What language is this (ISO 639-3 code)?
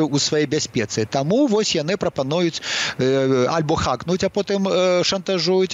bel